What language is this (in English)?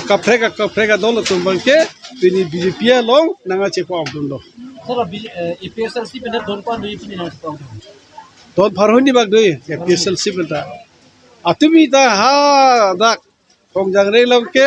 Karbi